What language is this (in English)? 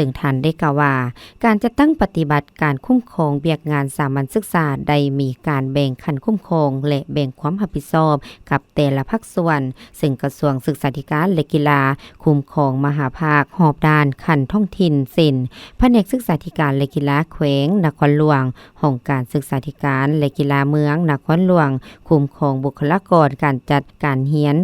Lao